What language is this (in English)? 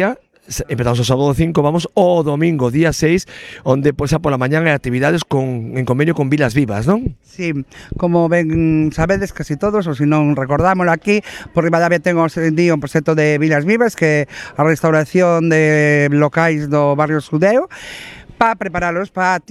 Galician